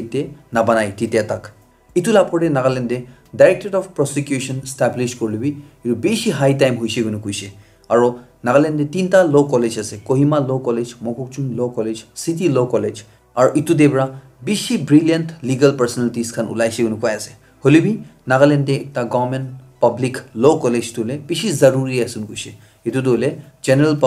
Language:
Naga Pidgin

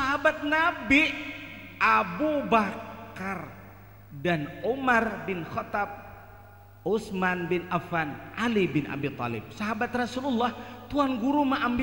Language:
Banjar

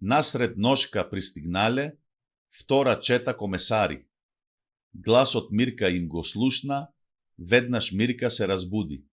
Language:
Macedonian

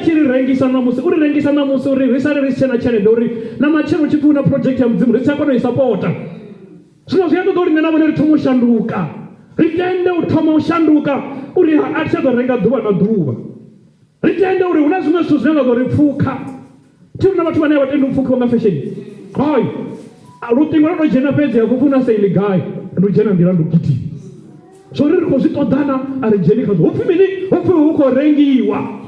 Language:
Venda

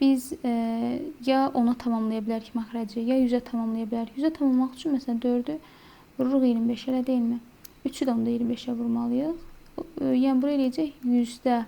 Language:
Azerbaijani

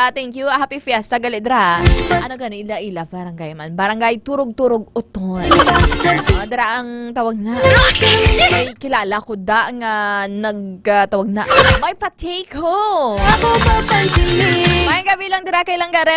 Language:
Hiligaynon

